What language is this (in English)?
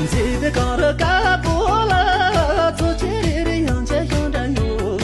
Tibetan